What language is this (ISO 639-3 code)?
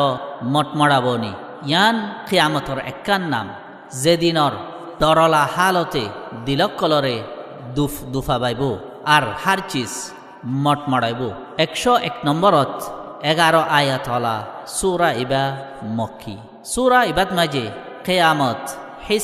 rhg